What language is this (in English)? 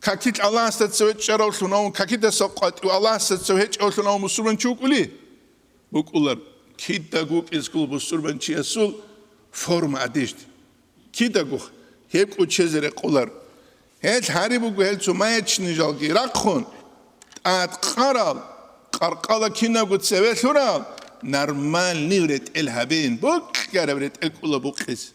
Avaric